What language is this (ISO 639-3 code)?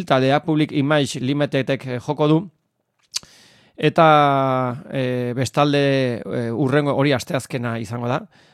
eus